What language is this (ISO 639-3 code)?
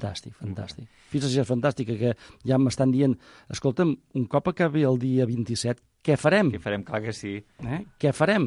cat